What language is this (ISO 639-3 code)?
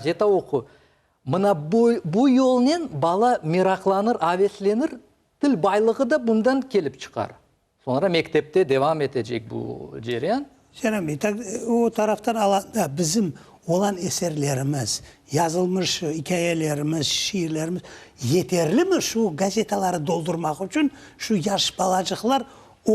crh